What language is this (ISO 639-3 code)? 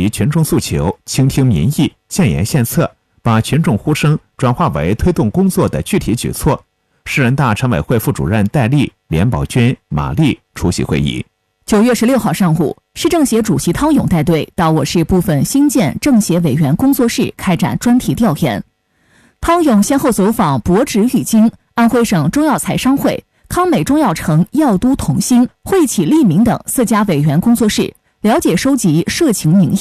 zho